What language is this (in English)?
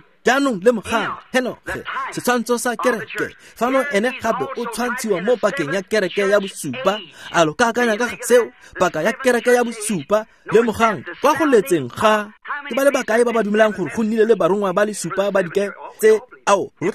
Tswana